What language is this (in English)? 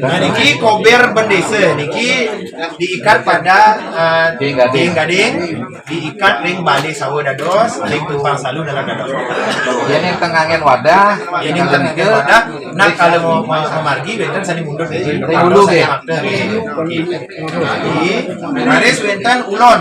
Balinese